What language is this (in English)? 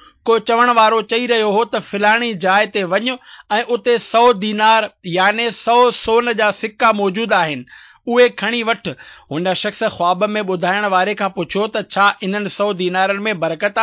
Sindhi